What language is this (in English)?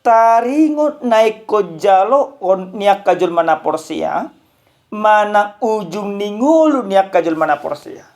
Batak Toba